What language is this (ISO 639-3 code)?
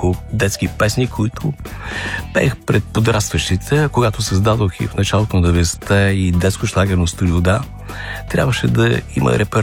bul